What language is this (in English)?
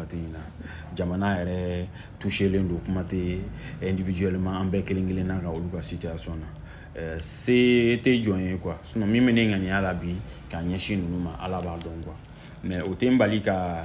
Bambara